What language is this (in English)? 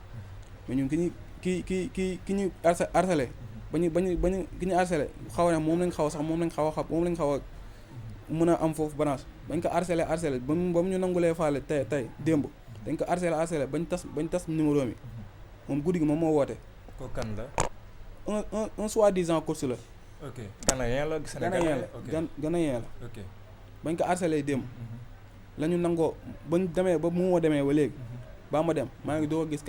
Wolof